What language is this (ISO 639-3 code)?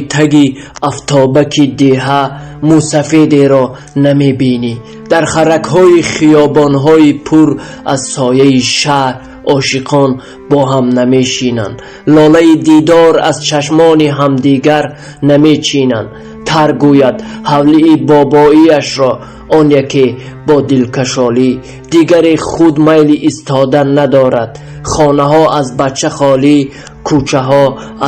tgk